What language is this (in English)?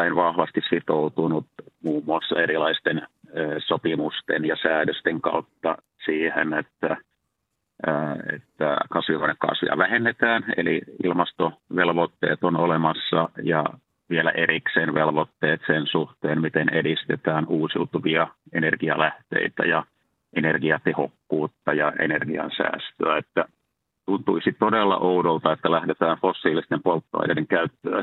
Finnish